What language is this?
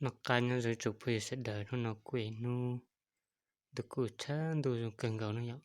Hmong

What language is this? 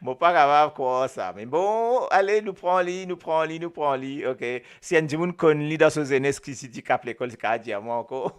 Morisyen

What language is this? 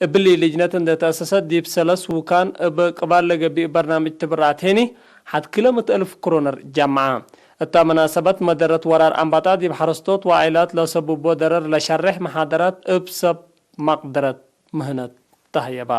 Tigre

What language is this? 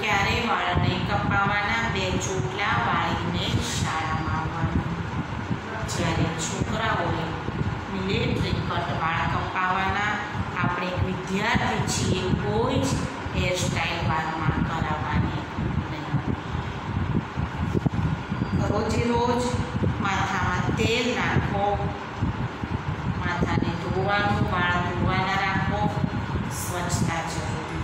Gujarati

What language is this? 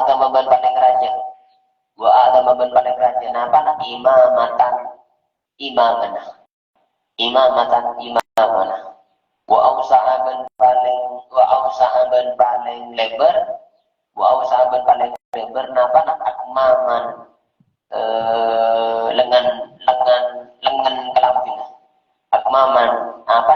Madurese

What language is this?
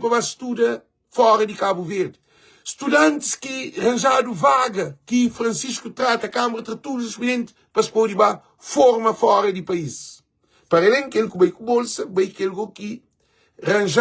Kabuverdianu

